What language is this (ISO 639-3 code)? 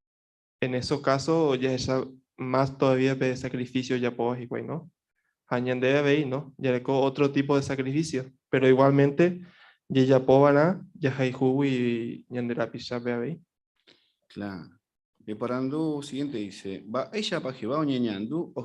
grn